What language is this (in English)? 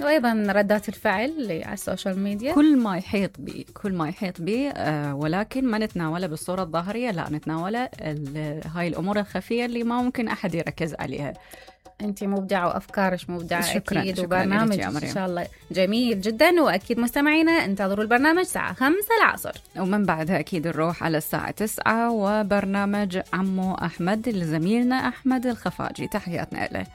Mesopotamian Arabic